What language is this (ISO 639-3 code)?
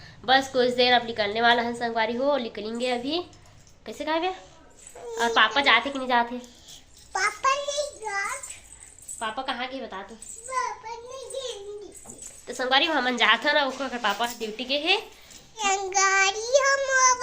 hne